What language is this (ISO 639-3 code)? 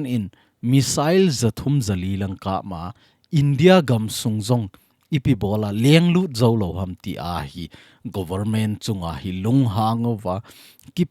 tcz